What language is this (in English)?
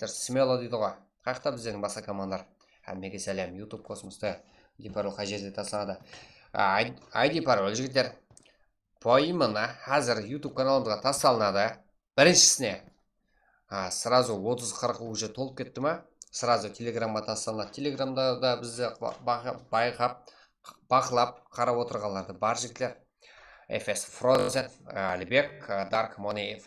Kara-Kalpak